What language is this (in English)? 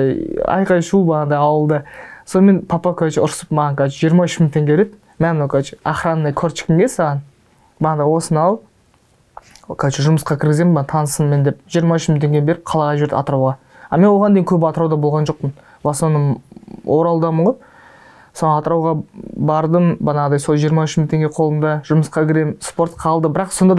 Kazakh